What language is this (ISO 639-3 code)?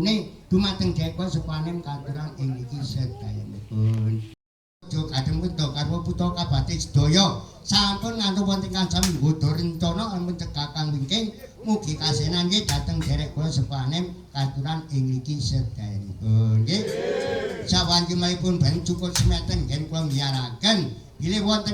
jav